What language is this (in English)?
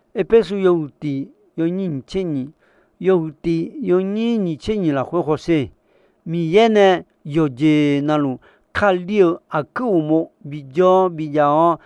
Akha